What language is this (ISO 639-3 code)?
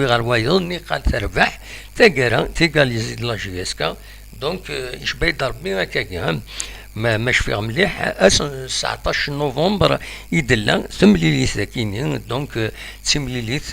kab